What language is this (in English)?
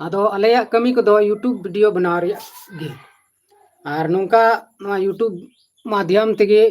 Santali